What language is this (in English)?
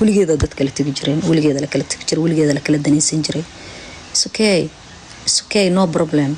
Somali